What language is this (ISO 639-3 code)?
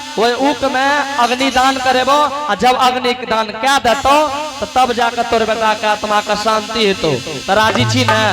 anp